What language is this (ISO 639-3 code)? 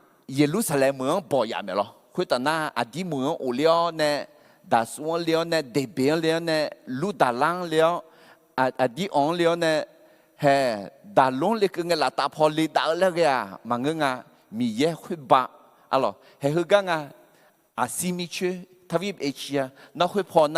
ahk